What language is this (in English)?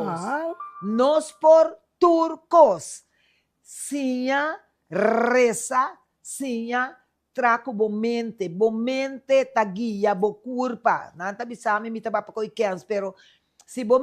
Papiamento